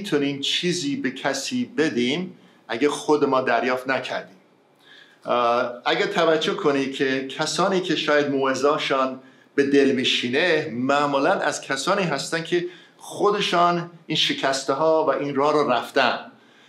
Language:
Persian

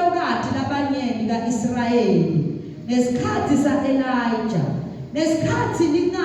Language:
Zulu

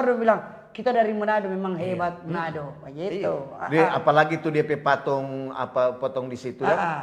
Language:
Manado Malay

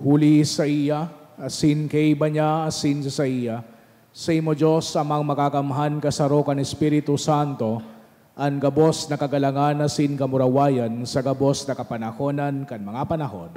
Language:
Bikol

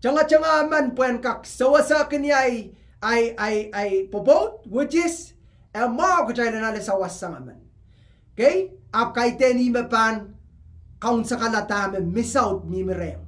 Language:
Pohnpeian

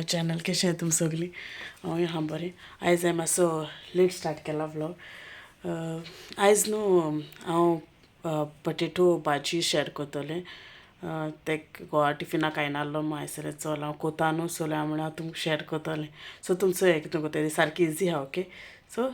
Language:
Konkani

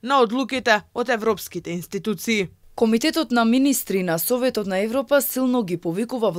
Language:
Macedonian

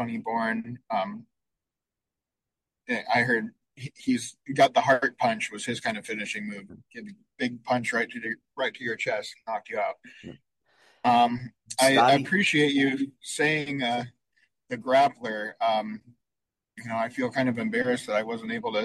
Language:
English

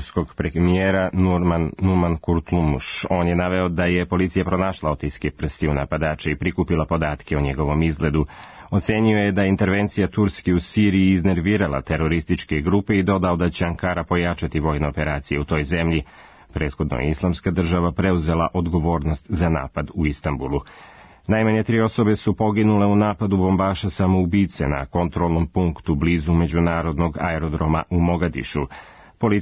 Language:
Serbian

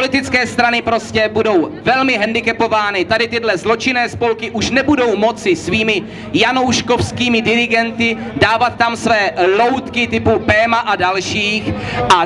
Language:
Czech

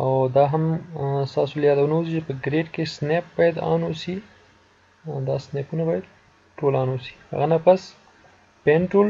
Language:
Pashto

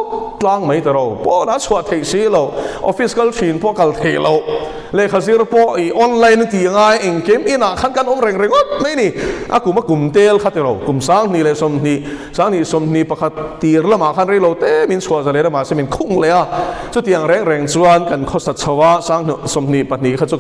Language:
Mizo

